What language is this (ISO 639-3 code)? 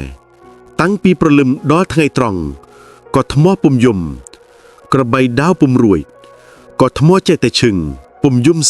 khm